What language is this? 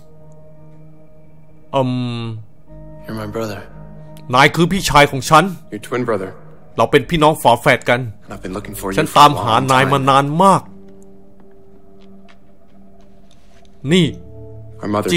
Thai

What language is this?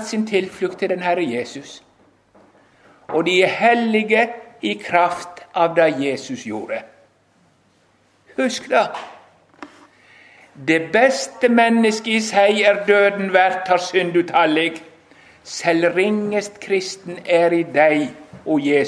Norwegian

